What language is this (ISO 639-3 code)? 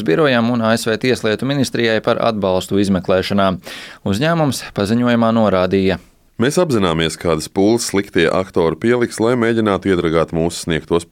lav